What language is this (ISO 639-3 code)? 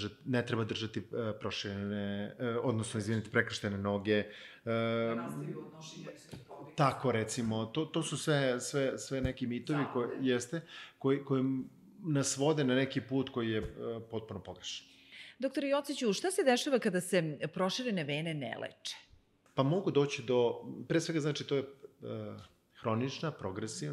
srp